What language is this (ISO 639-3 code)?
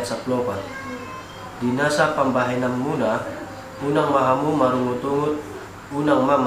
bbc